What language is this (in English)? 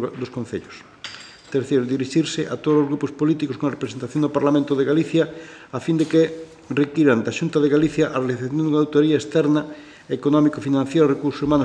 Galician